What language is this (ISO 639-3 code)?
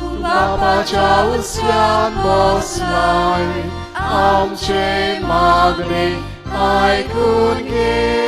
kok